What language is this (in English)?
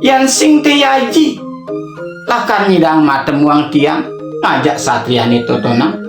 Balinese